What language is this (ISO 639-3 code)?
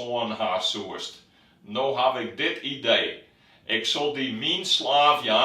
fry